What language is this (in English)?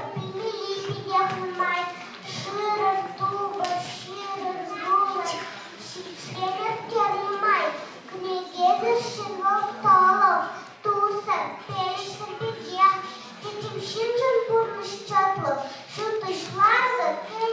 Chuvash